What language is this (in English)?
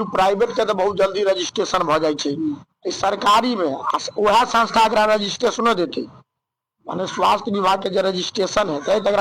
Maithili